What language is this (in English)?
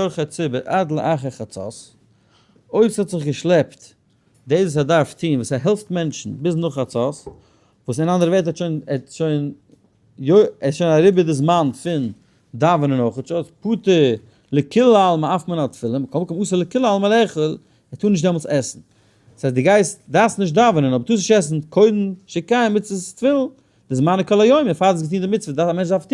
Yiddish